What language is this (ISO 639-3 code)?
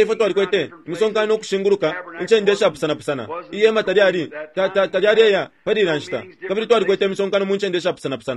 bem